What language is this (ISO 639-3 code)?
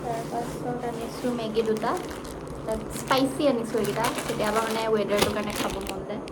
asm